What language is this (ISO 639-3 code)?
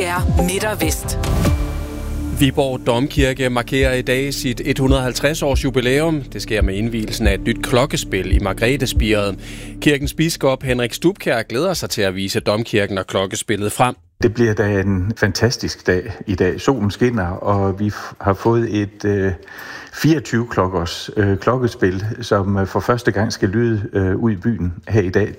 dan